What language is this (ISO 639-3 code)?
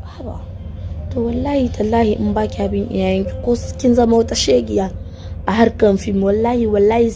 hau